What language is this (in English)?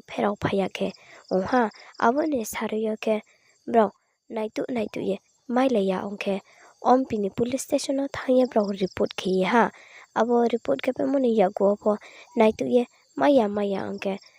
Riang (India)